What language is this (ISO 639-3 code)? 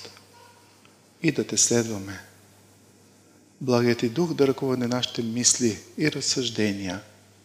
bul